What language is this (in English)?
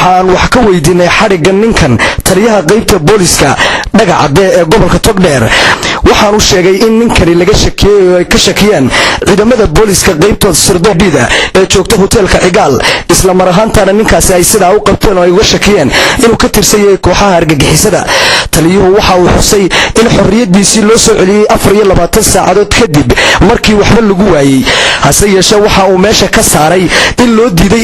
Somali